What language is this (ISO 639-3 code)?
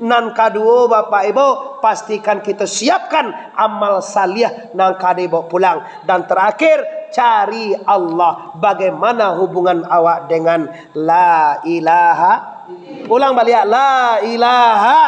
min